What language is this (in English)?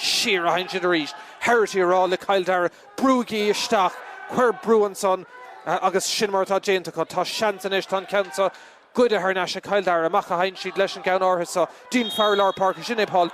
Irish